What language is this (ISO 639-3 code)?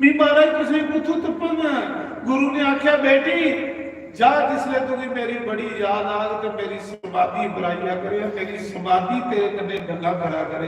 doi